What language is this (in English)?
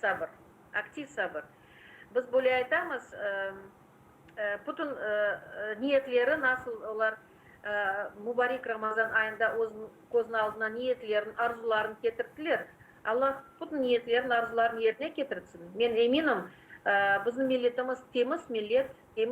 Crimean Tatar